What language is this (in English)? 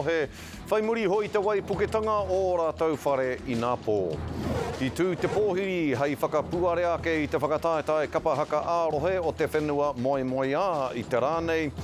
Māori